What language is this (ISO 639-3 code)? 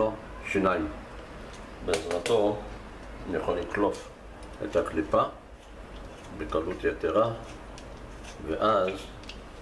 heb